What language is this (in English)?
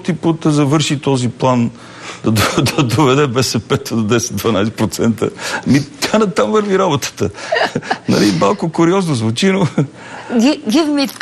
Bulgarian